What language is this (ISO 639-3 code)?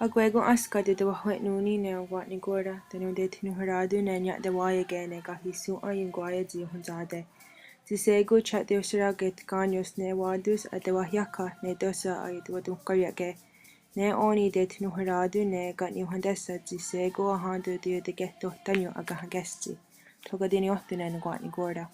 moh